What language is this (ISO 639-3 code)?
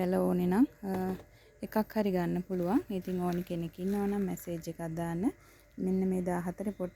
sin